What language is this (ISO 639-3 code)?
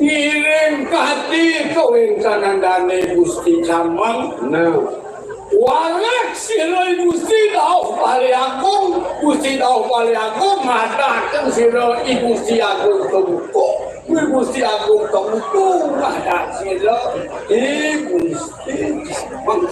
ban